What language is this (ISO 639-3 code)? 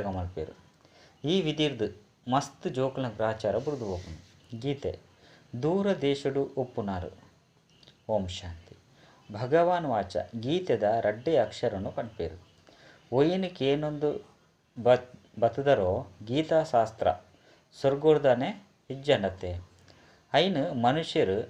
tcy